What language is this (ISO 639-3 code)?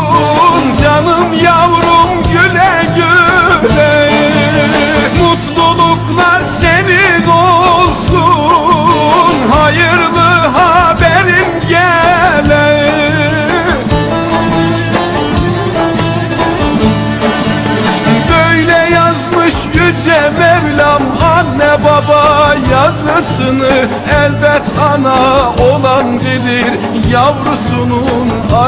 tur